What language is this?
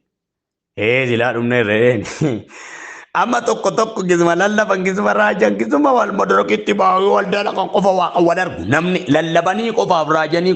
Oromo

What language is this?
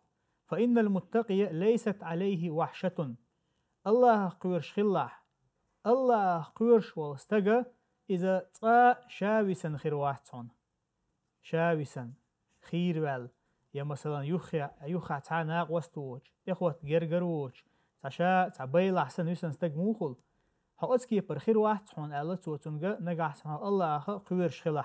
Chechen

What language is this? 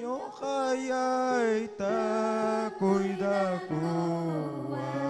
Ayacucho Quechua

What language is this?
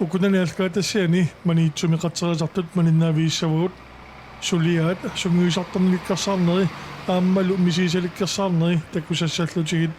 Kalaallisut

